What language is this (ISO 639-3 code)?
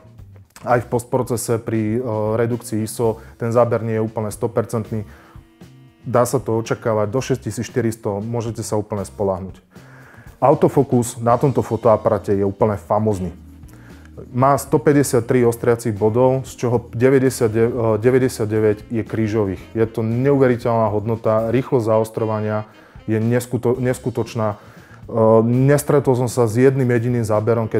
slk